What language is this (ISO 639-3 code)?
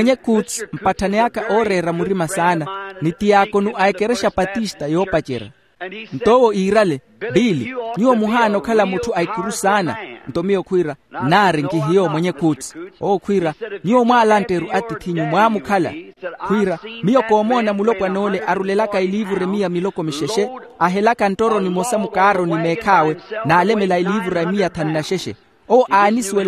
vmw